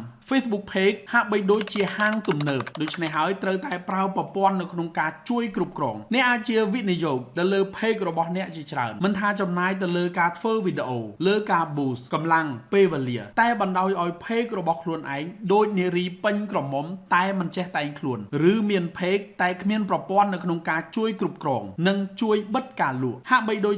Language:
Khmer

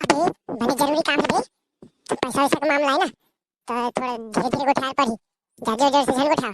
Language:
Chhattisgarhi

